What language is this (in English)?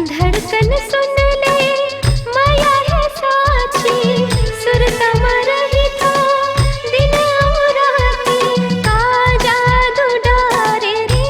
Chhattisgarhi